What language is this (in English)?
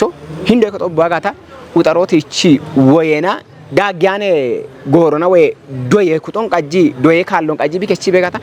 Kafa